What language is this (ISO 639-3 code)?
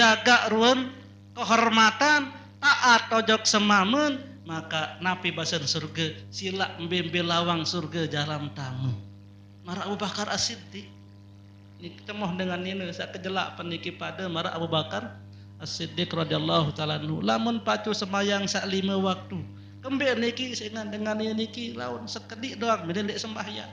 sas